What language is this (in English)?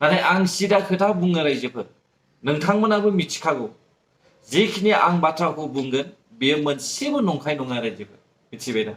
Bodo